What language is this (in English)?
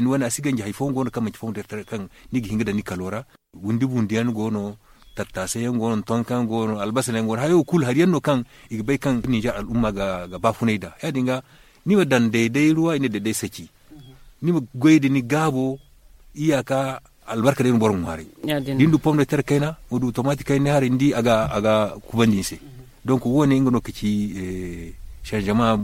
Zarma